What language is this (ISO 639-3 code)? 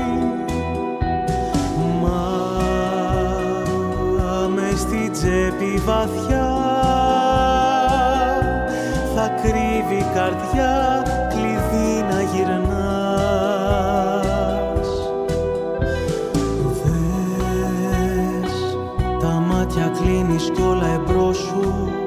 ell